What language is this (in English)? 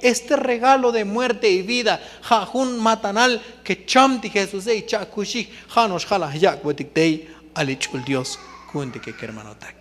Tzotzil